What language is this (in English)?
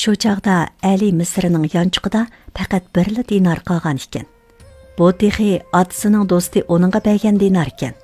Uyghur